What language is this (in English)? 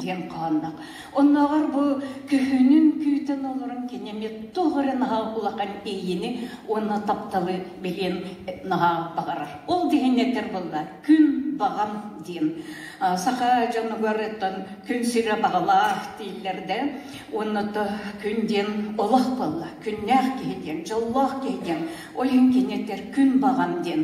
Yakut